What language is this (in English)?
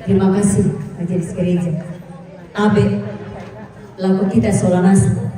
Toraja-Sa'dan